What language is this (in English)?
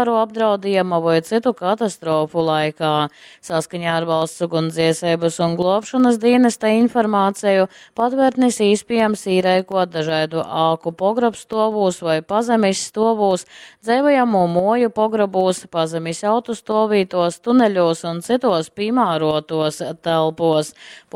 Latgalian